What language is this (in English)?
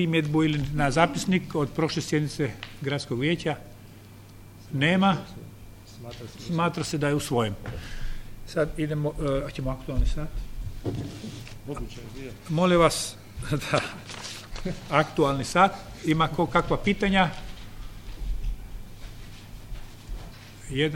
Croatian